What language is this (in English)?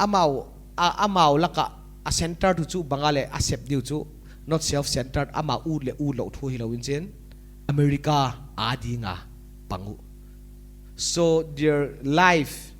Paite Chin